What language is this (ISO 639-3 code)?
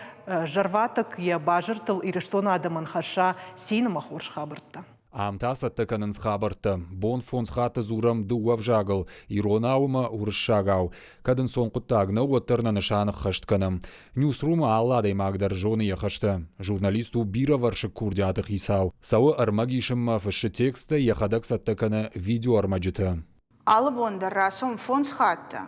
oss